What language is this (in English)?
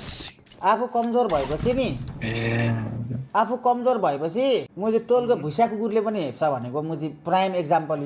Nepali